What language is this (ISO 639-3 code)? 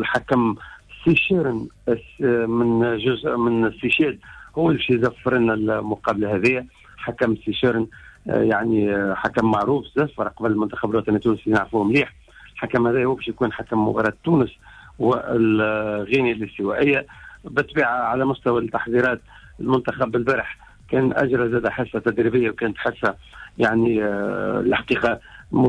aeb